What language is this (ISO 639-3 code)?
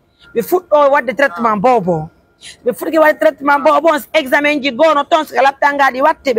fuf